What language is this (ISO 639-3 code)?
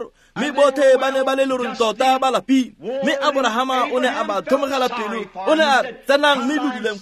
tsn